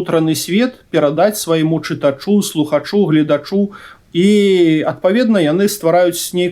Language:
Belarusian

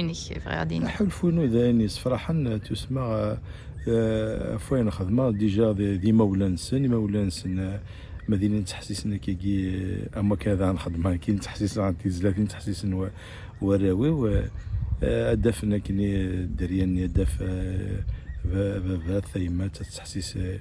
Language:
Kabyle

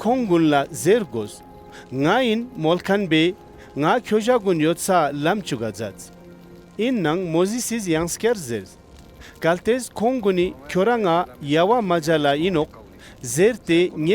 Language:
Ladakhi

